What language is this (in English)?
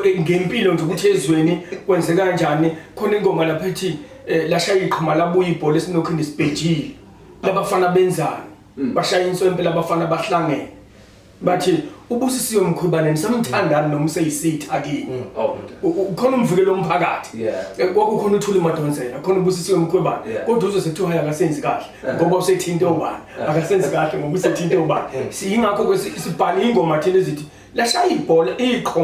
Zulu